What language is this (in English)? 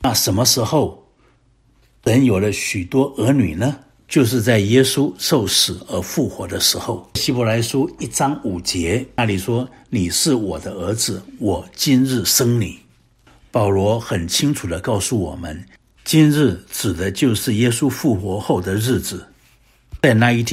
Chinese